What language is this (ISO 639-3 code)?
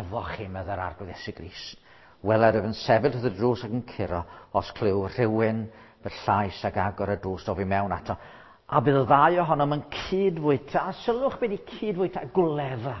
cym